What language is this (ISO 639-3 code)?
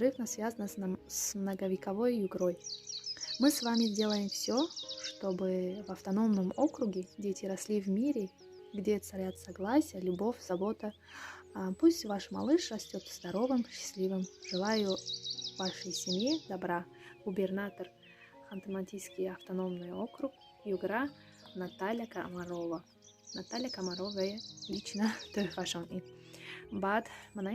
tgk